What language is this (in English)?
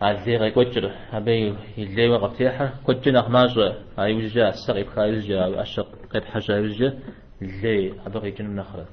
Kabardian